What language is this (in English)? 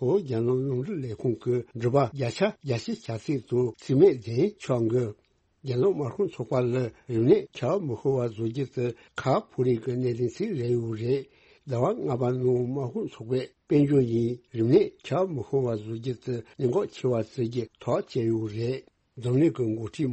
Tibetan